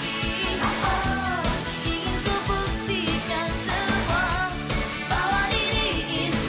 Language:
Malay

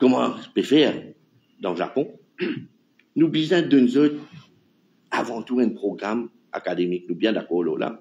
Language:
Morisyen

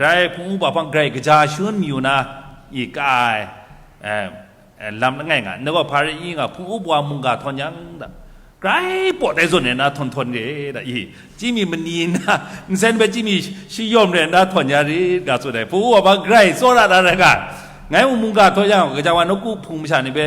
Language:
Kachin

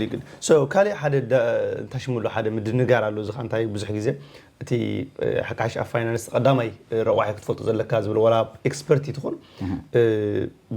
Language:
Tigrinya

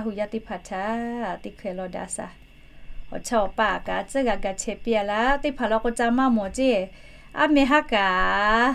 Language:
Lahu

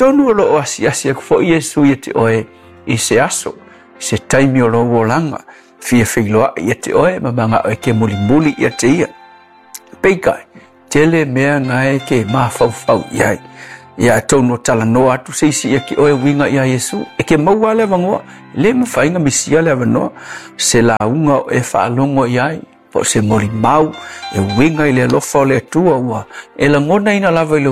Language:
Samoan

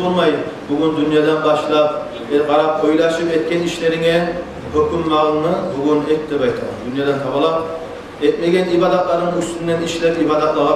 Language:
Kumyk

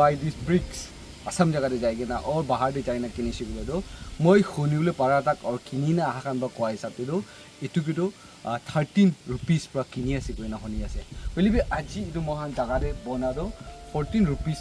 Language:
Naga Pidgin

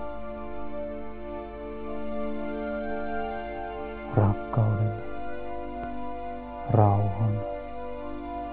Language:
Finnish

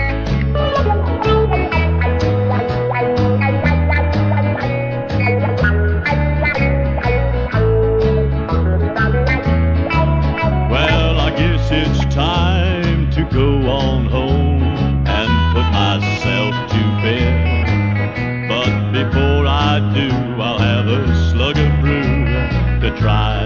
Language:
English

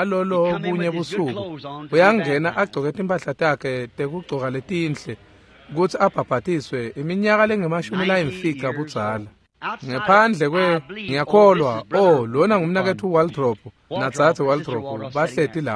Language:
Swati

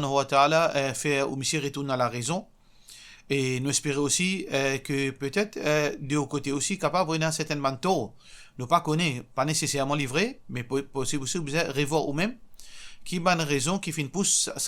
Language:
Morisyen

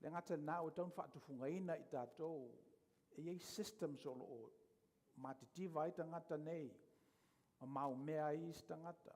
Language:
Samoan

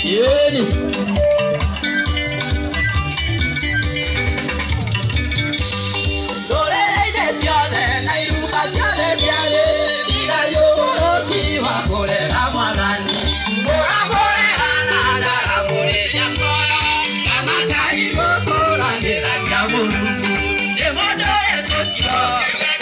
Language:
Swahili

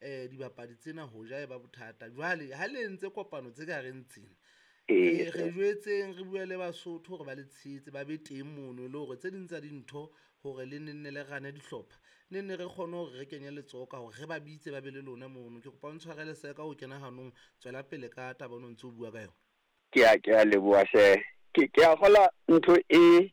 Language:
Southern Sotho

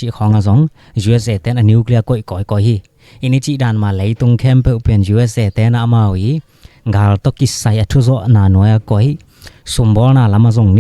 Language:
Tedim Chin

